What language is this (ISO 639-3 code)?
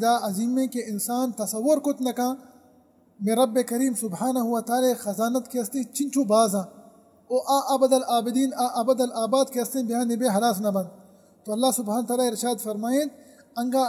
bal